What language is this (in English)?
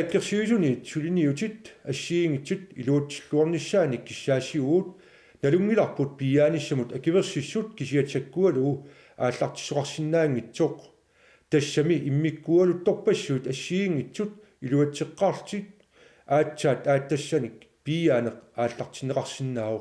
Kalaallisut